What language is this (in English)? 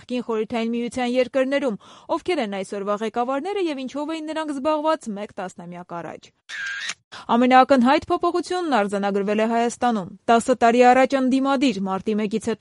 Armenian